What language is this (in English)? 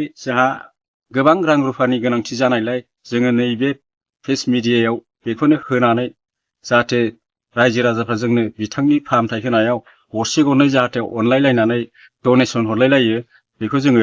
Bodo